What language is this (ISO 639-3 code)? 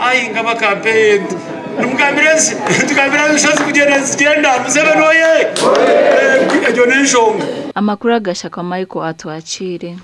nyn